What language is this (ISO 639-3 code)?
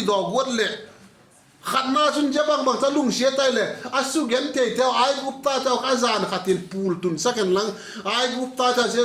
vap